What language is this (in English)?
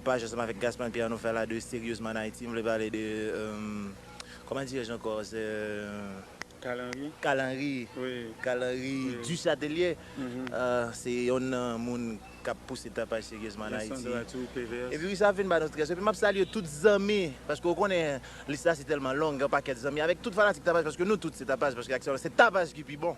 Haitian Creole